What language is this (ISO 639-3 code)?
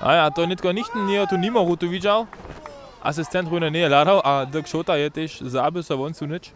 hsb